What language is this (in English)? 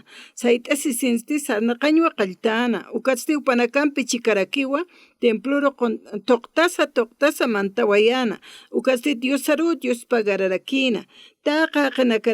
Aymara